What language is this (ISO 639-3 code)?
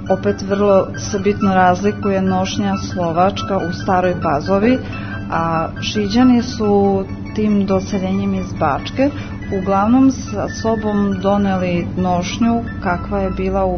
srp